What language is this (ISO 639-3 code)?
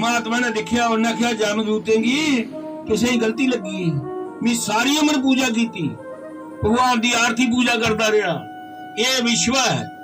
doi